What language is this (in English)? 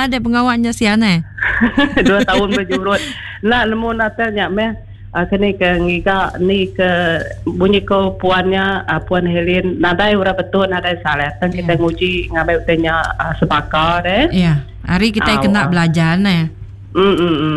Iban